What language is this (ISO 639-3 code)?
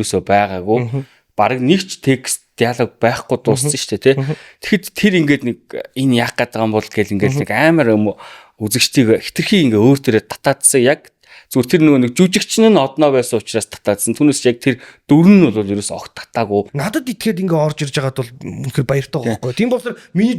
mon